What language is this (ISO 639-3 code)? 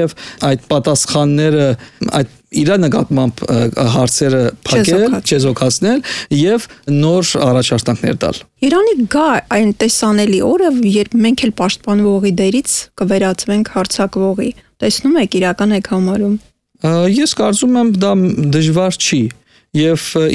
hye